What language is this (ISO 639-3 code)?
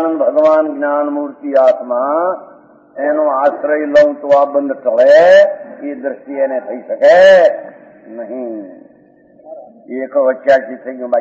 guj